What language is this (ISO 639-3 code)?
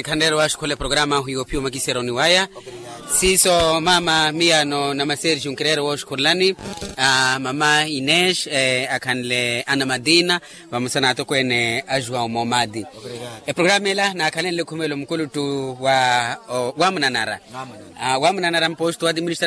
vmw